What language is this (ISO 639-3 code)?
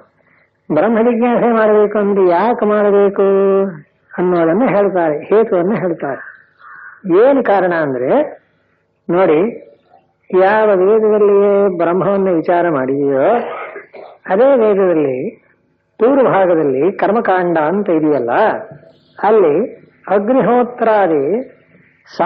kan